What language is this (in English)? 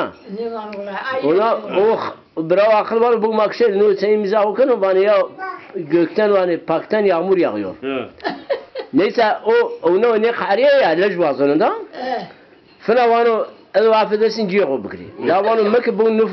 Zaza